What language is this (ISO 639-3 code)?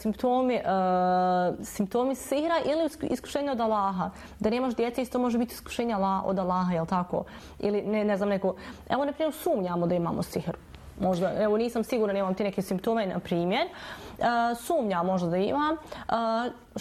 bos